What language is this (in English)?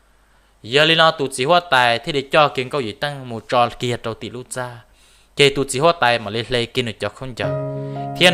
Hmong